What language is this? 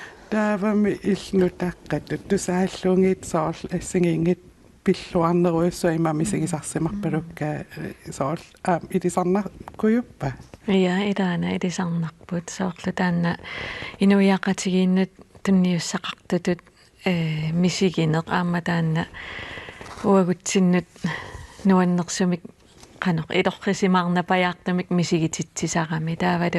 Kalaallisut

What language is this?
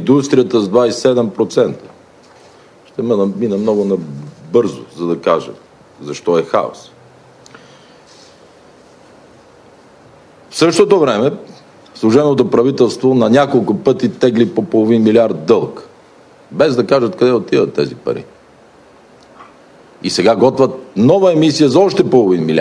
Bulgarian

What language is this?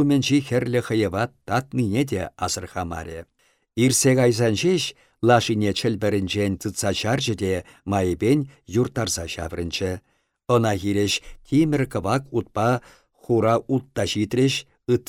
Chuvash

